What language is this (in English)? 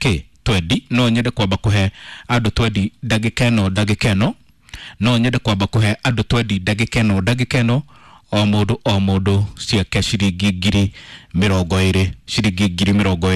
Kikuyu